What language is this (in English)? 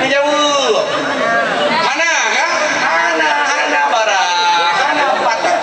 Achinese